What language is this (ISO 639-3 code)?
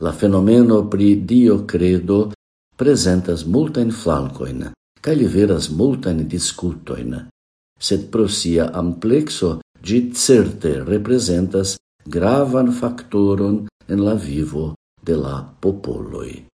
epo